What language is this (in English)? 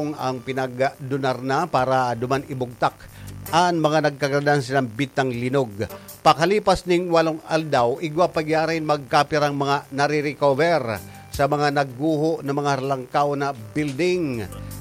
Bikol